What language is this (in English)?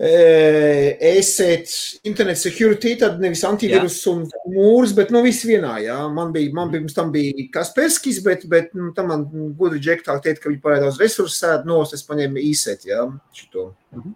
Latvian